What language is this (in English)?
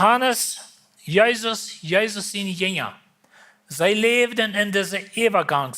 Plautdietsch